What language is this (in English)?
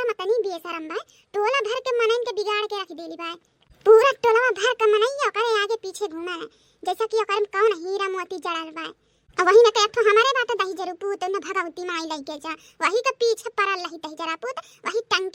Bhojpuri